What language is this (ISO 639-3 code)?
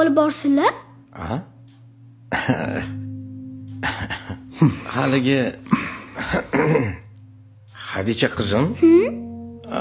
uzb